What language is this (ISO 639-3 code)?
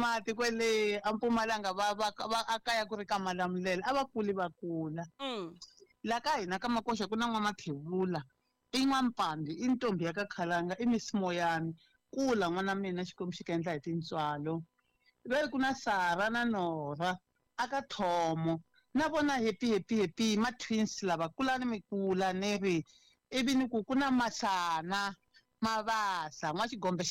tso